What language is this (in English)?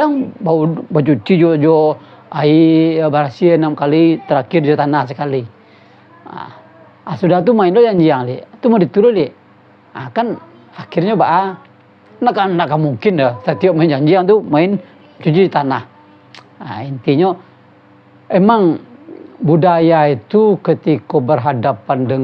Minangkabau